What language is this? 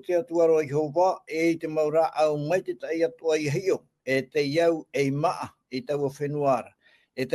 Tahitian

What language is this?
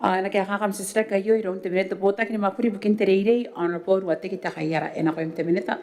Gilbertese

